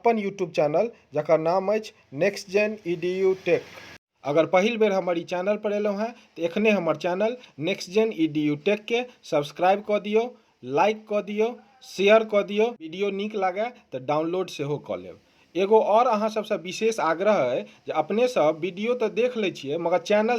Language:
Maithili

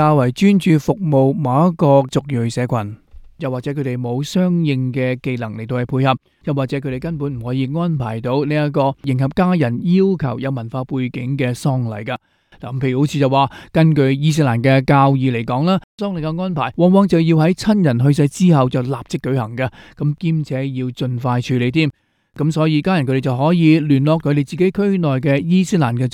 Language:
Cantonese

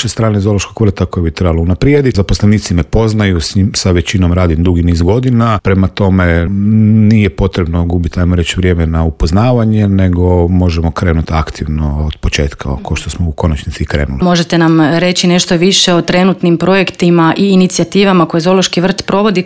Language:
Croatian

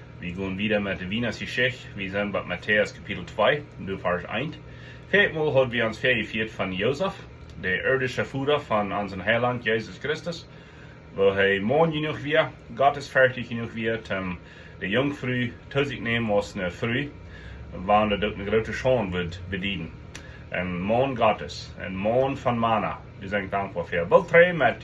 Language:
Plautdietsch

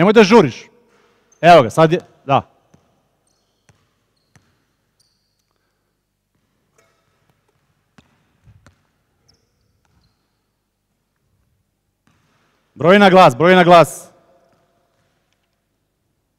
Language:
Serbian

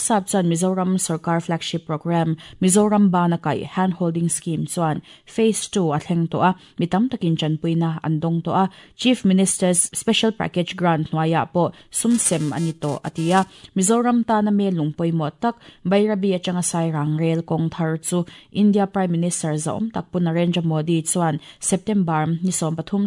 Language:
Mizo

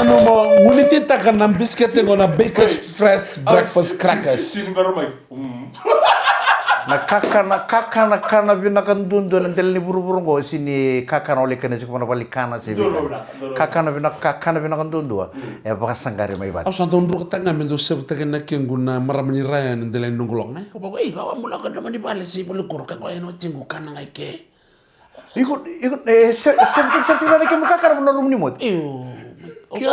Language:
Fijian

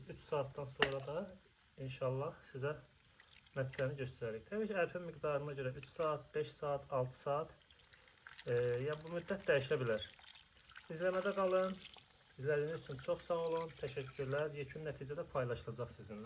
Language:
Azerbaijani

